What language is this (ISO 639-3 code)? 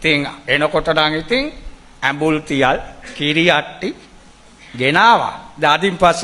sin